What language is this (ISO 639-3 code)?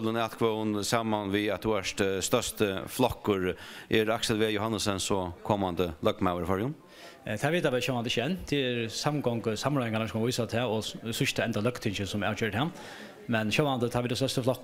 fao